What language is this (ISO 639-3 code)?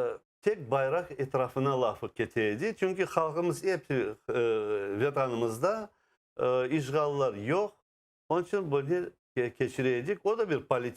crh